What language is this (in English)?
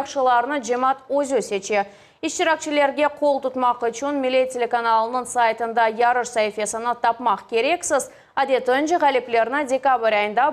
Crimean Tatar